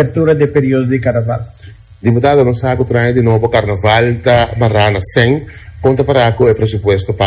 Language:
Papiamento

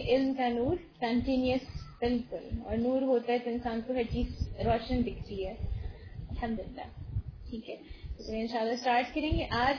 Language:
Urdu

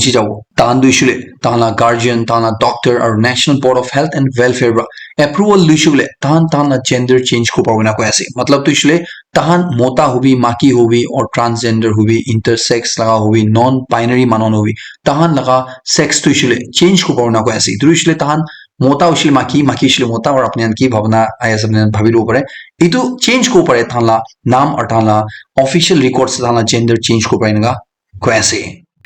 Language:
Naga Pidgin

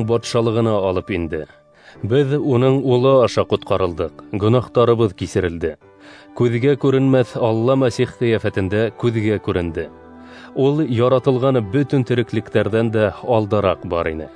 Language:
Bashkir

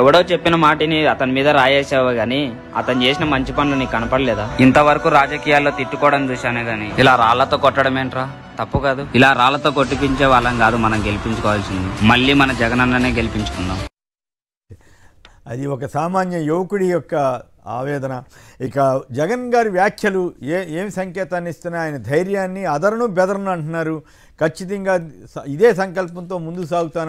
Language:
Telugu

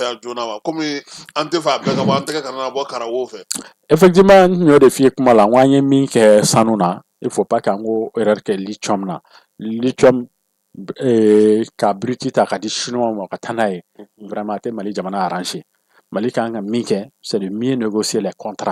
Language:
Bambara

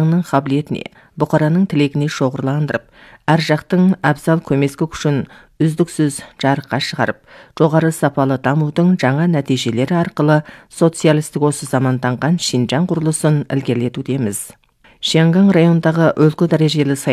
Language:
Kazakh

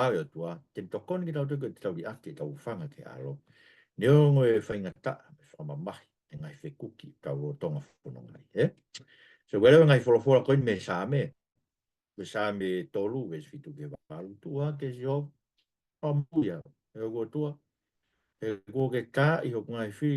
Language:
Tongan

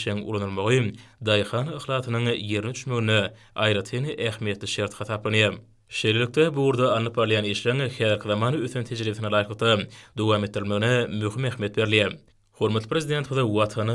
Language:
Turkmen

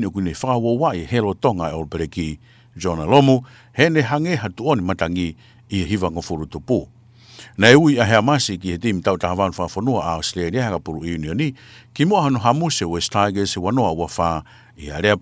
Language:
Tongan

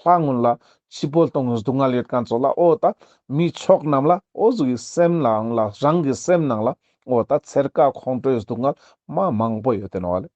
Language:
Ladakhi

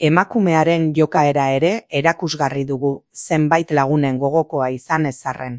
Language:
Basque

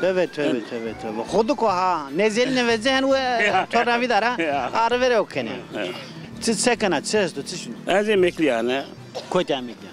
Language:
Zaza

